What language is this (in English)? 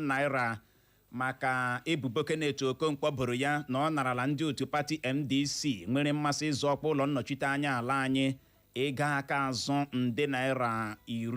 Igbo